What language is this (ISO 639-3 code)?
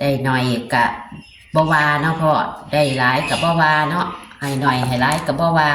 tts